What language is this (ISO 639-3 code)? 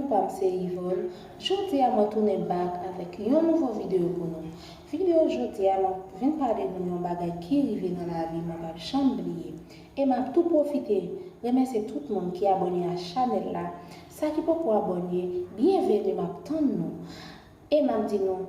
hat